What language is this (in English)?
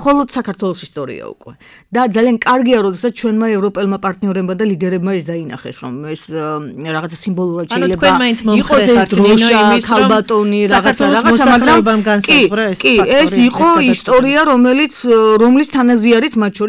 Georgian